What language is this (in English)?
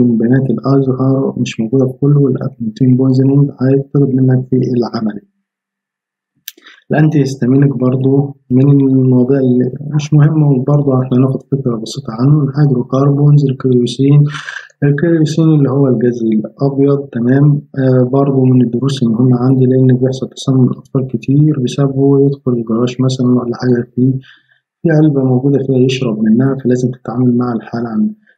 Egyptian Arabic